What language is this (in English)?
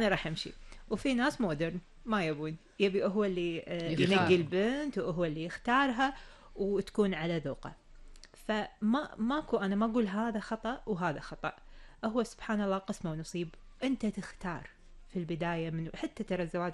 Gulf Arabic